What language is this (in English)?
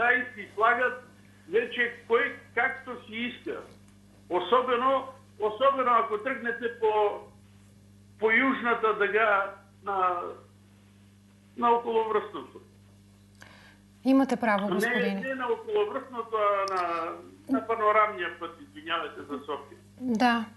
Bulgarian